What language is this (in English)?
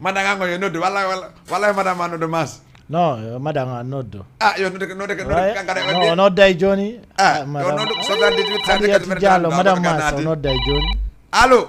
Fula